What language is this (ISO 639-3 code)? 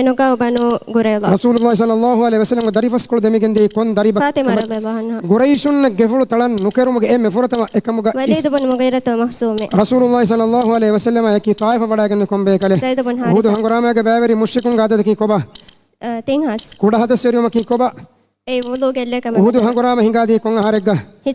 div